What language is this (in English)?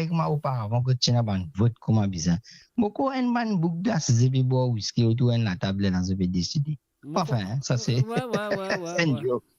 Morisyen